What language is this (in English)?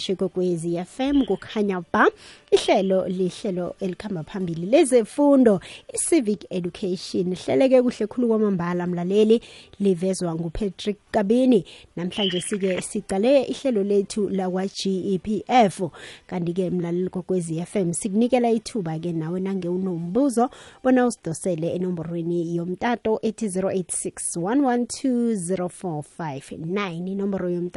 South Ndebele